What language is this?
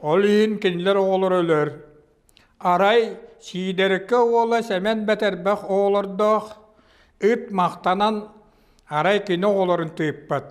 Yakut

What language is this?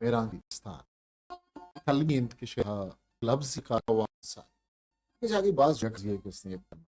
Eastern Balochi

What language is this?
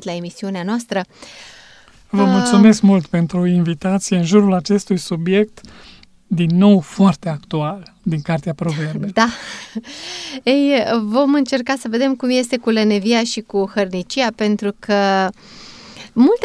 Romanian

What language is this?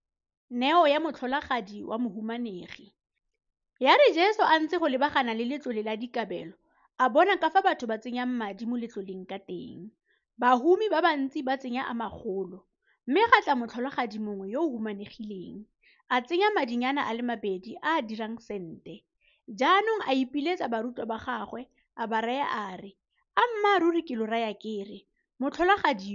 Tswana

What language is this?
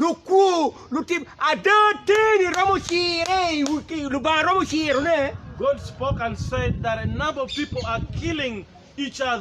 Acoli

